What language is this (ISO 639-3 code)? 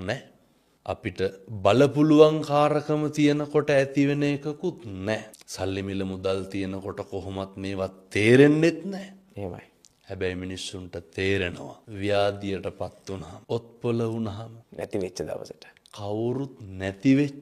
sin